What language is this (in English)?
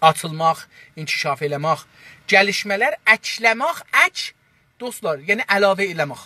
South Azerbaijani